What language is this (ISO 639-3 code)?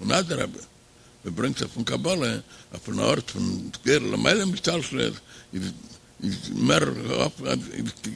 yid